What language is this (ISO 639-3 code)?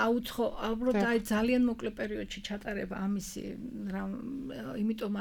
kat